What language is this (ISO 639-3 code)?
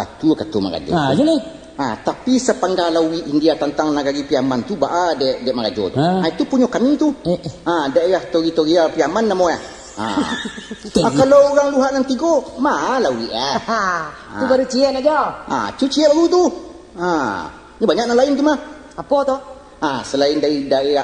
min